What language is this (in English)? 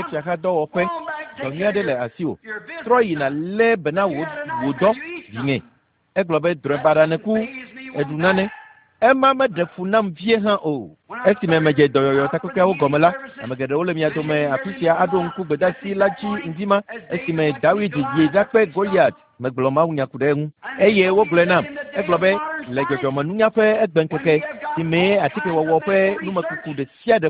Ewe